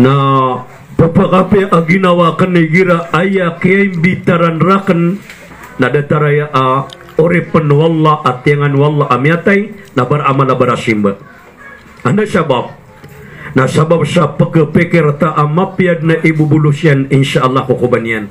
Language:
Maranao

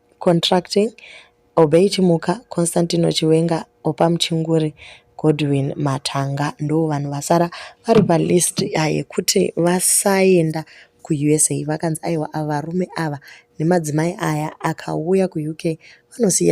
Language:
Shona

